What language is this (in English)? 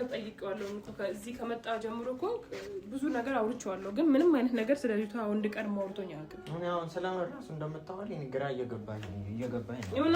Amharic